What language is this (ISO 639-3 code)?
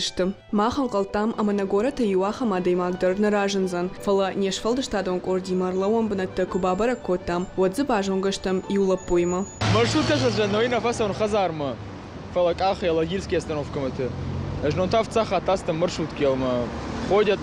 oss